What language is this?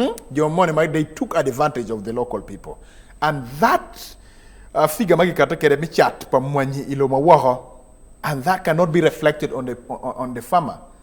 Acoli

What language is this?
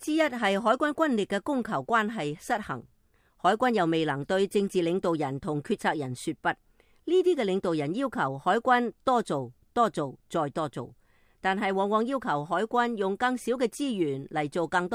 Cantonese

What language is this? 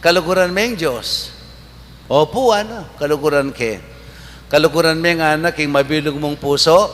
Pampanga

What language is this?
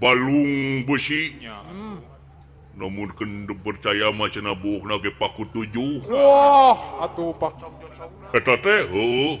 Sundanese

